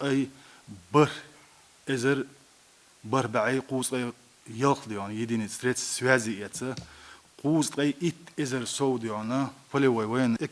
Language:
Chechen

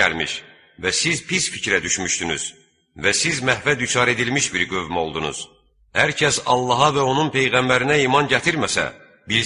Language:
Azerbaijani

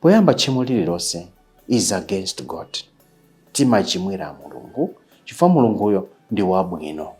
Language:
Nyanja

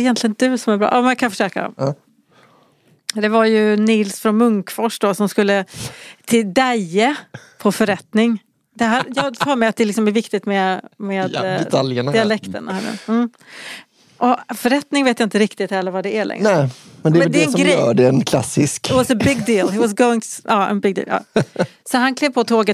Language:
Swedish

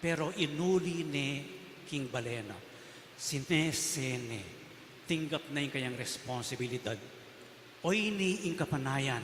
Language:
Pampanga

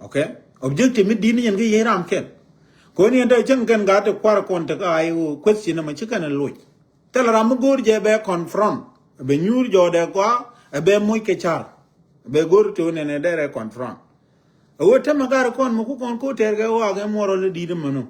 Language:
Nuer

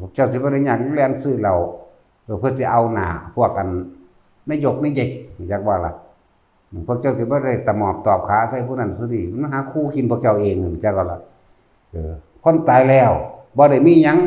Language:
Northeastern Thai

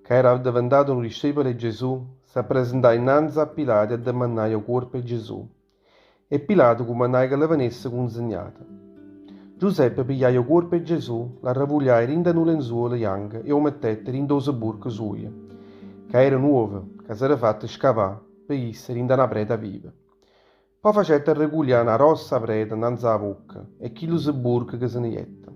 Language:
Neapolitan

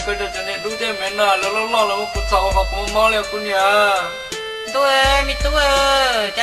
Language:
Hmong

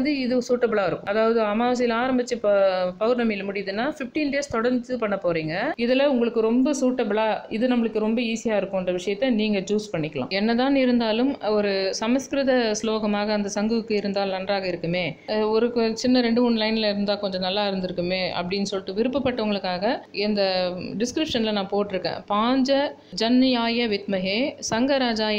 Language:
Tamil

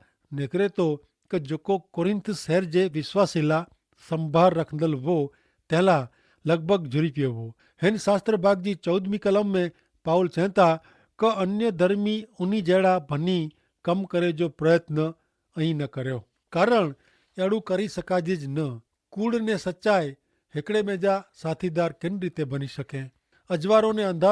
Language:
Kachhi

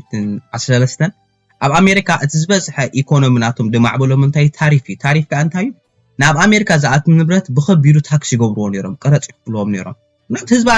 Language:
Tigrinya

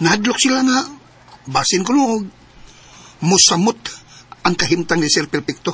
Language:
Cebuano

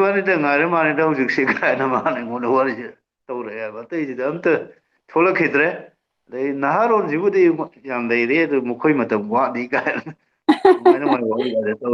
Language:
Manipuri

